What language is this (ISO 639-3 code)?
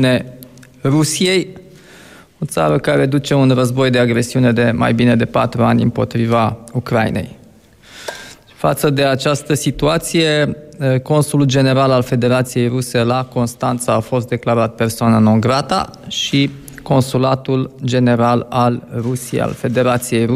ron